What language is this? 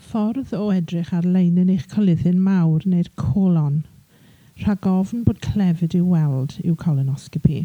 Welsh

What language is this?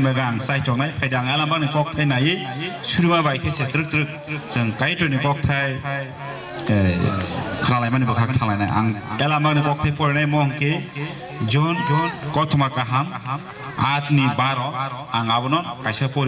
Kok Borok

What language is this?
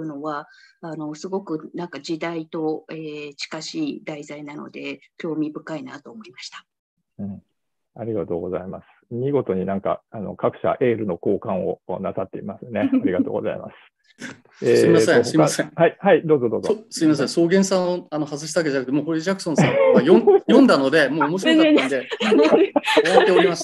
Japanese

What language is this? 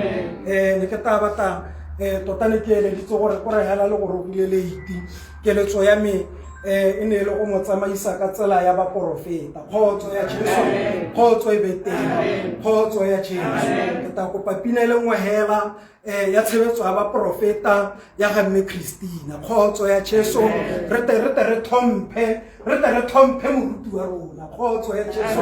Tswana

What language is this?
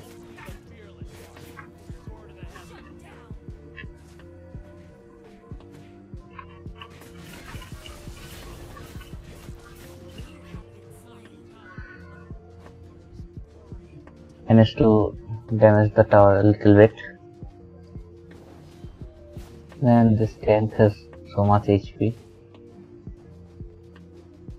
English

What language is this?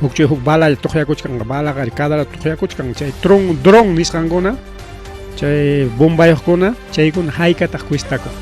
Ayacucho Quechua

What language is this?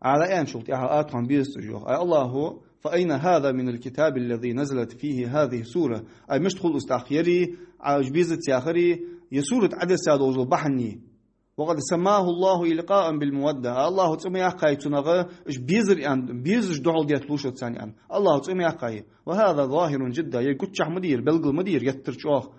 Ingush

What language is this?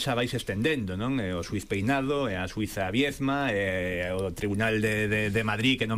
Galician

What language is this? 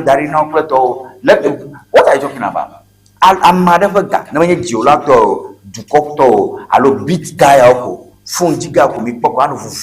Ewe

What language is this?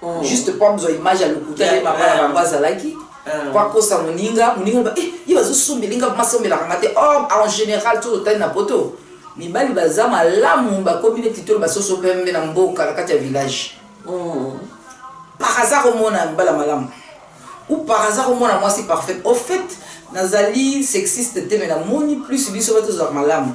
Lingala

